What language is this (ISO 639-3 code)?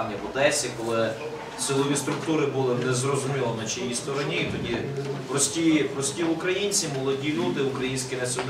ukr